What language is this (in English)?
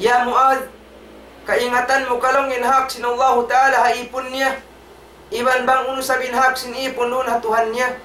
Tausug